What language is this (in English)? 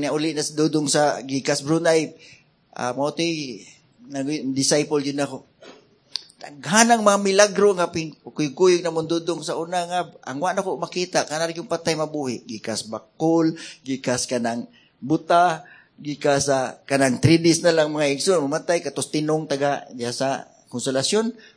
Cebuano